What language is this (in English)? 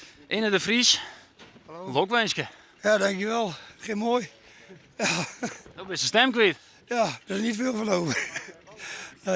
Western Frisian